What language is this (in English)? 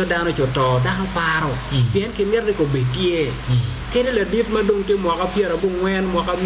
Acoli